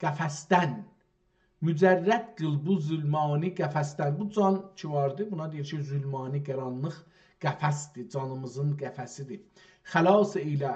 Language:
South Azerbaijani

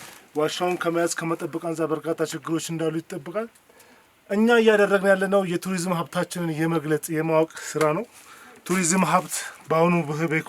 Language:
Amharic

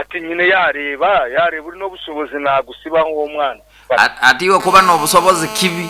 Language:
Nyankole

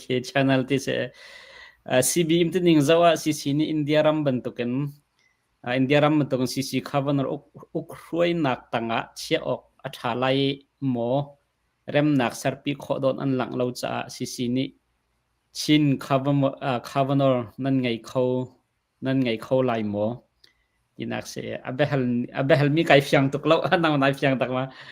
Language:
Hakha Chin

